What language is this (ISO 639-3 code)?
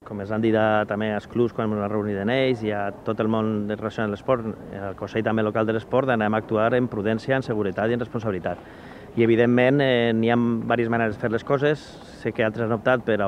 cat